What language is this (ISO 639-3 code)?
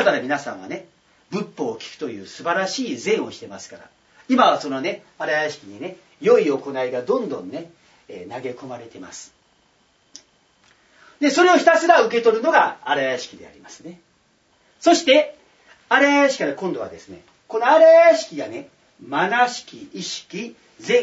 jpn